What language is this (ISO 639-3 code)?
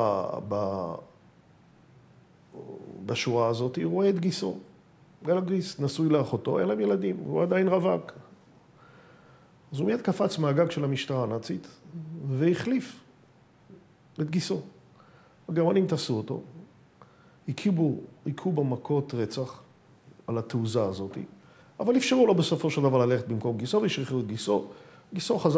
heb